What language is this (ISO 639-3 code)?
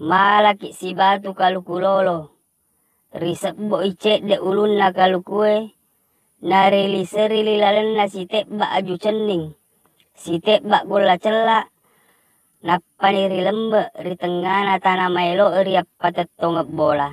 bug